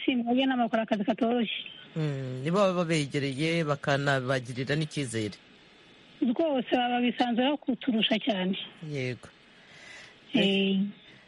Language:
Kinyarwanda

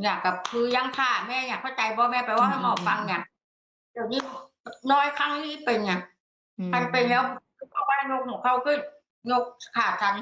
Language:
Northeastern Thai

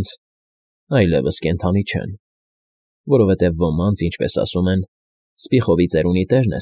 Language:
Armenian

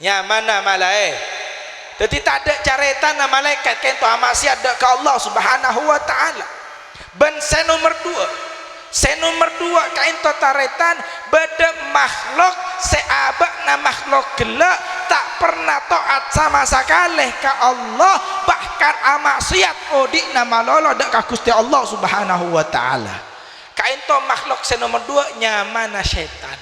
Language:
Madurese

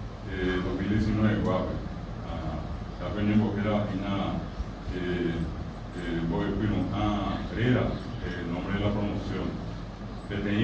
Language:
Guarani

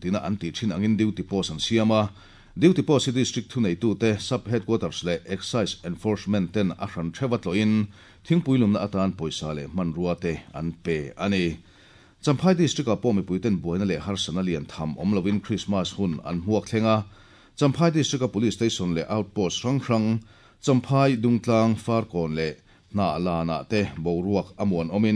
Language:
Mizo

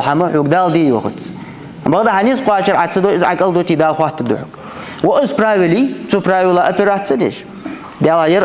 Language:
Ingush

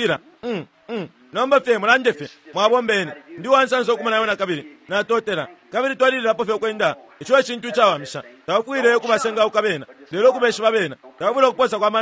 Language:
Bemba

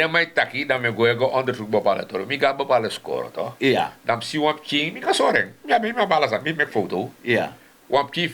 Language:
Sranan Tongo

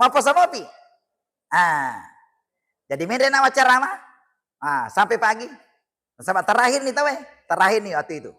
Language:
Buginese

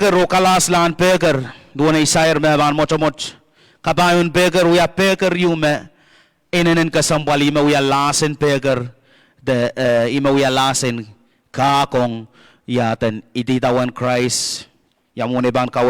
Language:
Pohnpeian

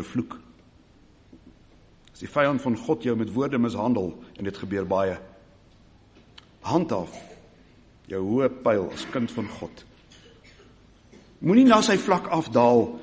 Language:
Afrikaans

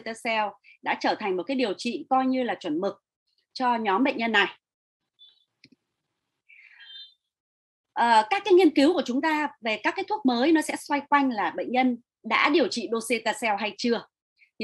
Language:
Vietnamese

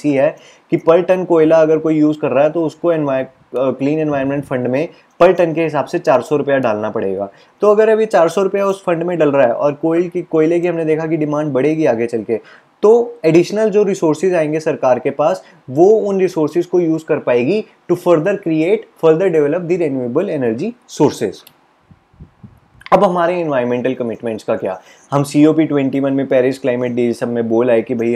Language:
Hindi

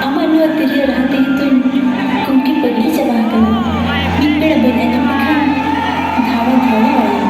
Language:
Santali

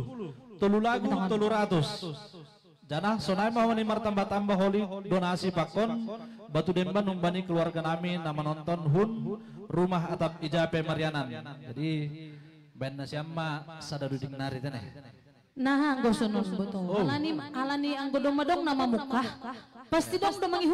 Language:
Batak Simalungun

